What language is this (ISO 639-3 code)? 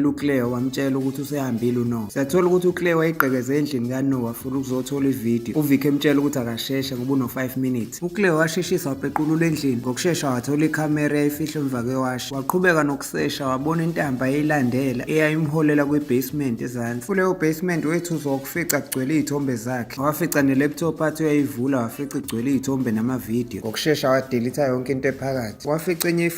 zul